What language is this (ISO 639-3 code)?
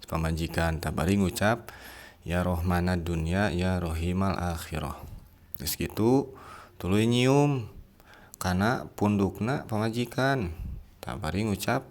sun